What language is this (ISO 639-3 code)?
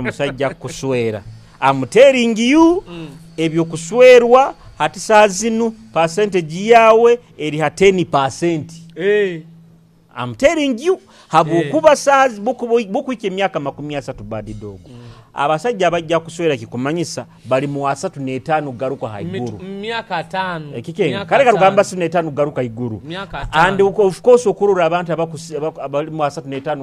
nyo